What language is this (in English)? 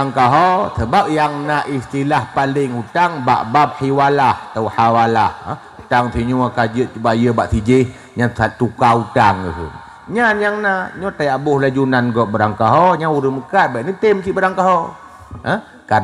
Achinese